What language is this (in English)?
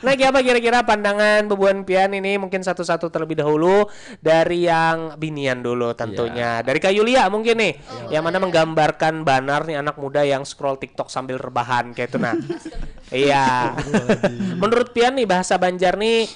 Banjar